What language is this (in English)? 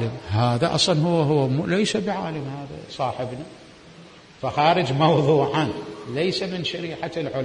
Mesopotamian Arabic